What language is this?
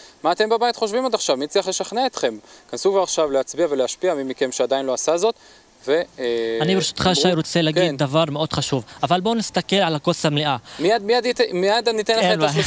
Hebrew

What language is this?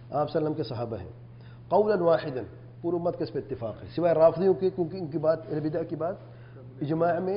Urdu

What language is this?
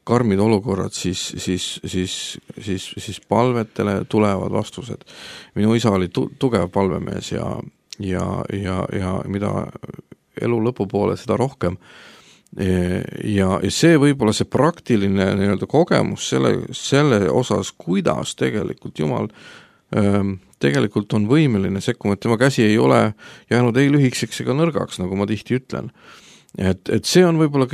Estonian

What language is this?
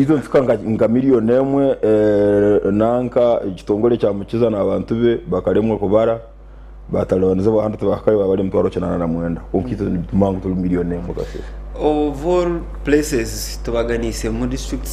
Nyankole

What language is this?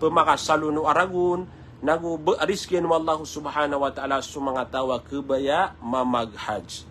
Maranao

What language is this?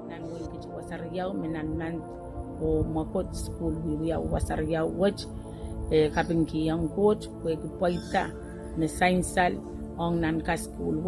Pohnpeian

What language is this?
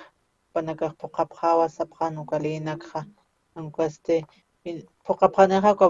Aymara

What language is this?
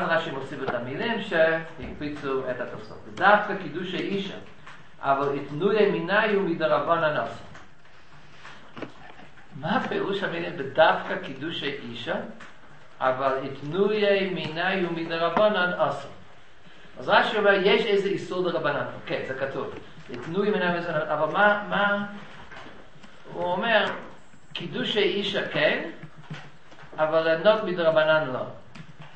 Hebrew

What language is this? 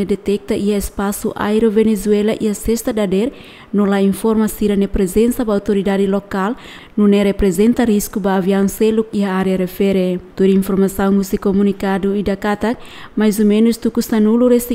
Tetum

